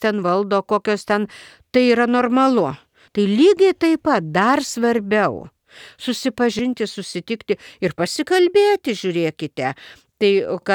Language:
Lithuanian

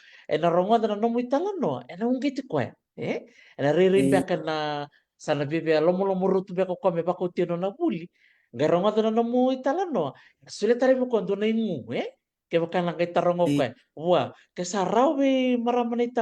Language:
Fijian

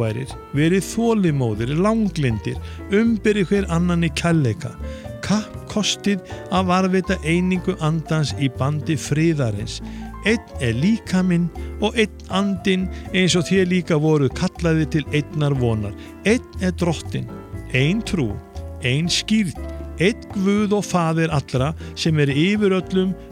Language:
Icelandic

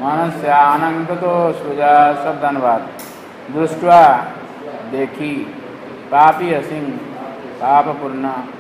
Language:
Odia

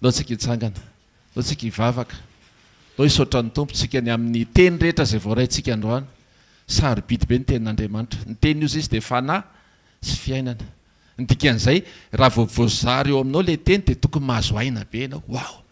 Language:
Malagasy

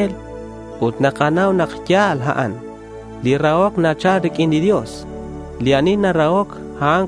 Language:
Kekchí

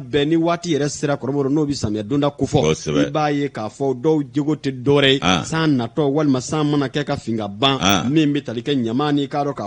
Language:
Bambara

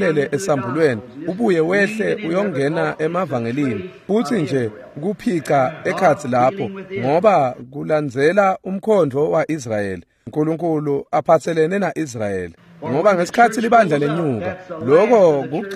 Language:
Swati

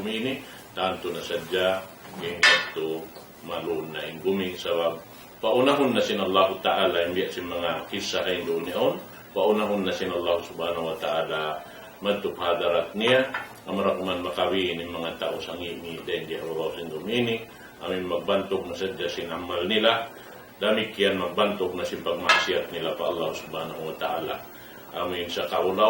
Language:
Tausug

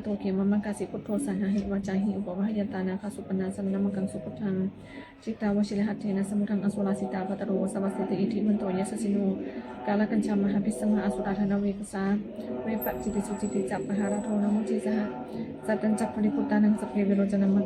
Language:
Pali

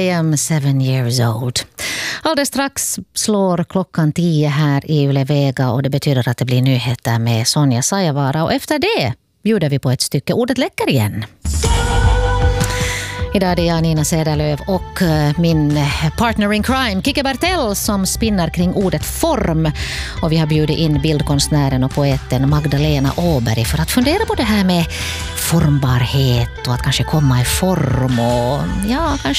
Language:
Swedish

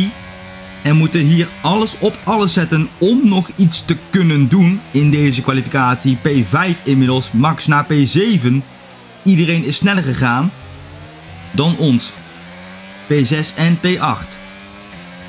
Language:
Dutch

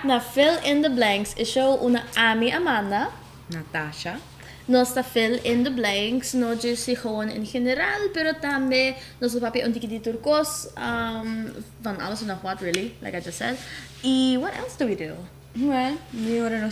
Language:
Papiamento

